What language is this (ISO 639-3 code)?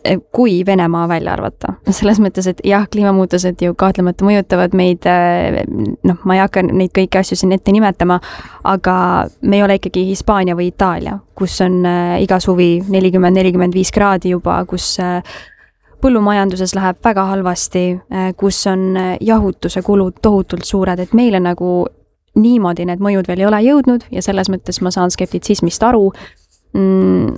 est